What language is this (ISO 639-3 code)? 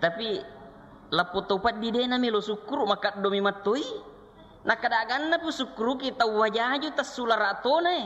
bug